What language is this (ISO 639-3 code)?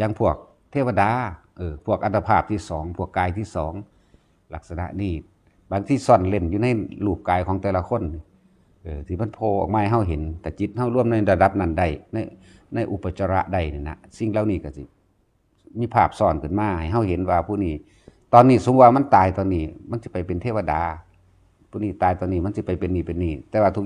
tts